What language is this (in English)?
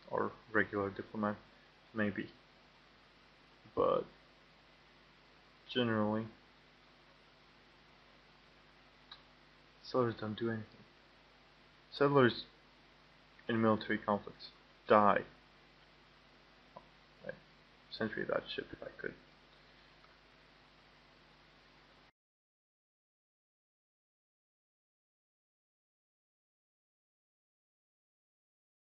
English